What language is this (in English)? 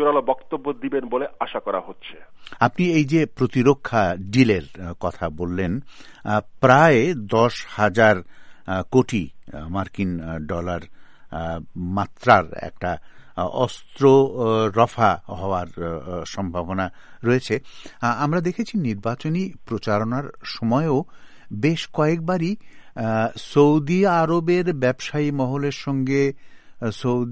Bangla